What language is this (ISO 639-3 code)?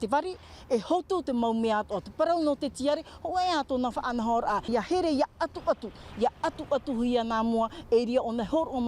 tah